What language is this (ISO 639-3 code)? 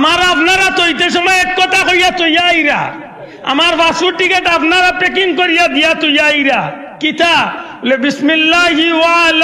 syl